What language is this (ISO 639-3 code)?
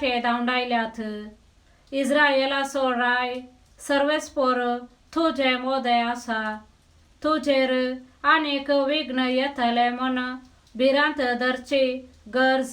kok